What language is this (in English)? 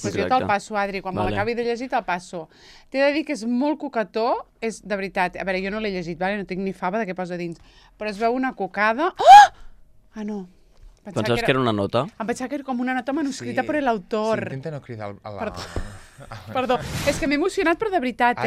Catalan